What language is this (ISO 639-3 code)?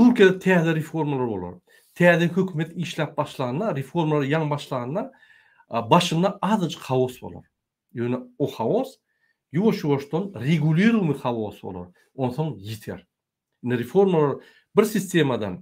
tuk